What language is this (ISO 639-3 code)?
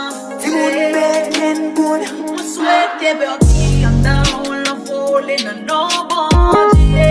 hat